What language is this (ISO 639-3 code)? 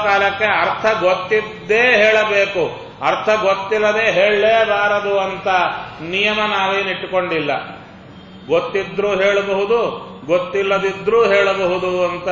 kan